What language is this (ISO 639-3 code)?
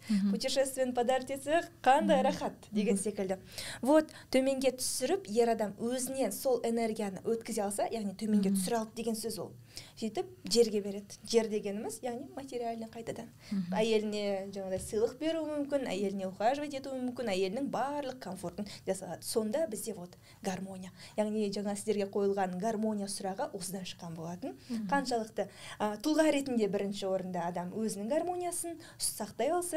kaz